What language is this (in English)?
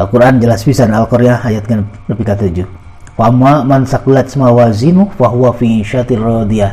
Sundanese